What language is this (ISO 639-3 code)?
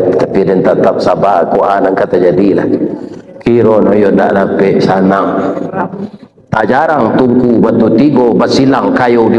min